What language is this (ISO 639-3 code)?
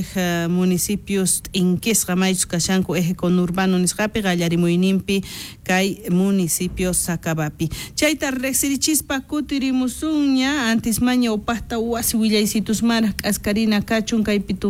quh